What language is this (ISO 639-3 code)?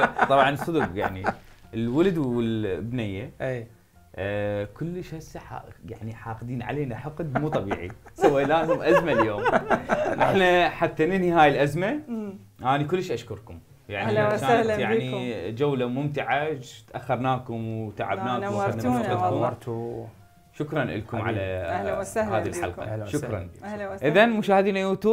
acm